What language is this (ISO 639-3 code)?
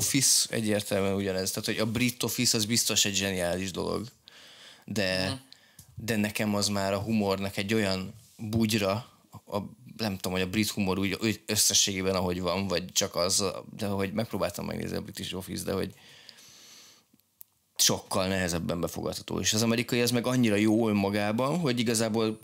hun